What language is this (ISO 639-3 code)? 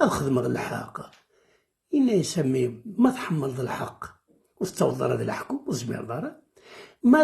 kab